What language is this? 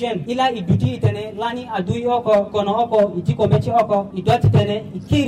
Sango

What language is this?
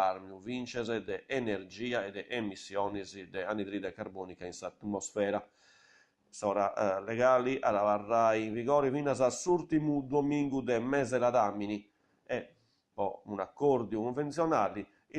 Sardinian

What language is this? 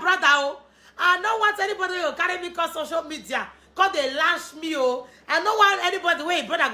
Nigerian Pidgin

